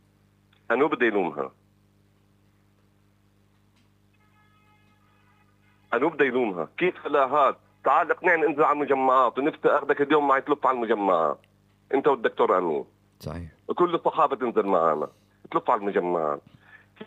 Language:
South Levantine Arabic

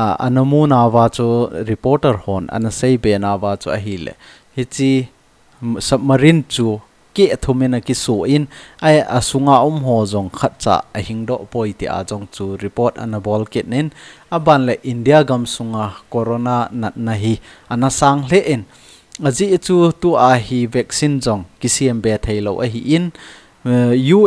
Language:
Thado Chin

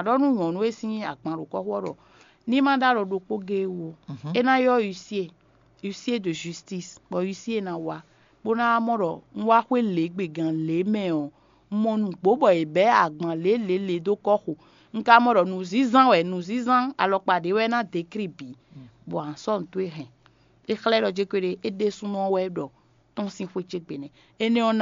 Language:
Fon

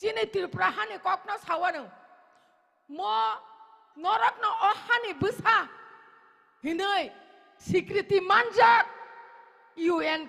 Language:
Kok Borok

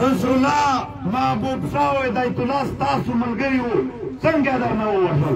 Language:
Pashto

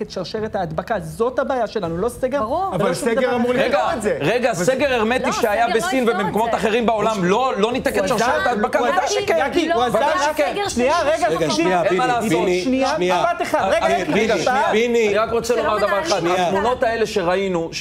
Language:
Hebrew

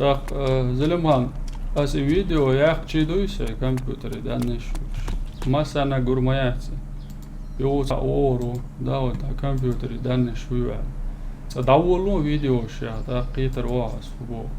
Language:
Chechen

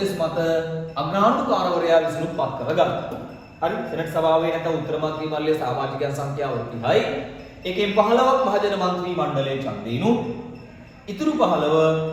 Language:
Sinhala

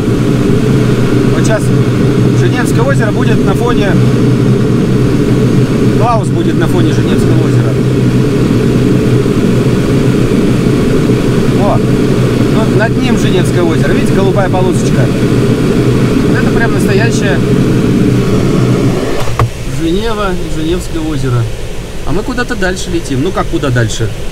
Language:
Russian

